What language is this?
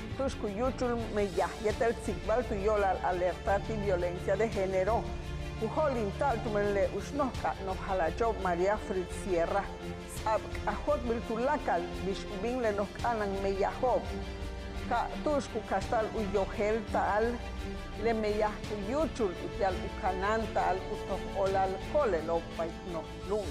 Yucateco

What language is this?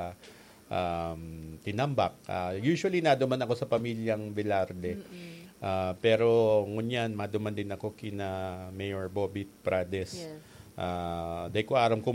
Bikol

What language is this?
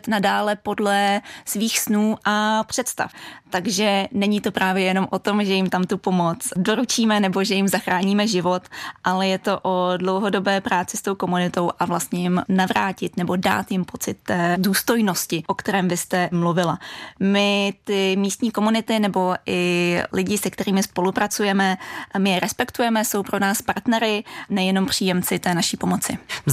Czech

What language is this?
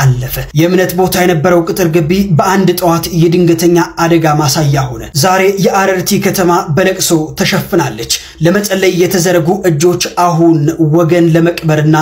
Amharic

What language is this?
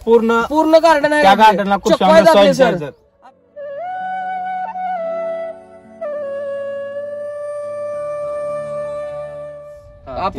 Marathi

